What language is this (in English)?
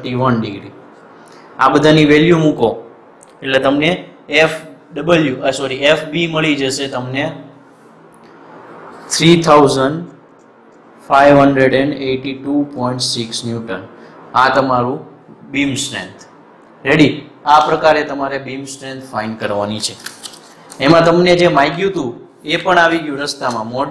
Gujarati